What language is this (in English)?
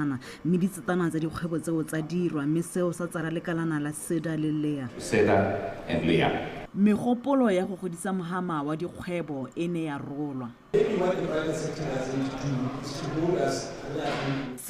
Tswana